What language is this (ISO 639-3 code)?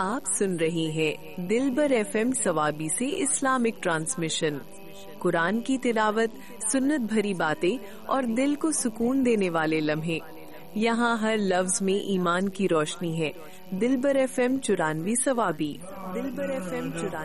urd